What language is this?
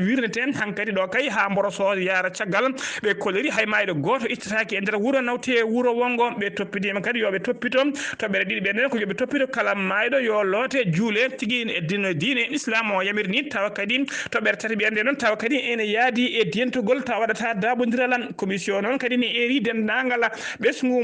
Fula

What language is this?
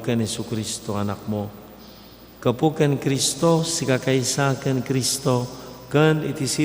Iloko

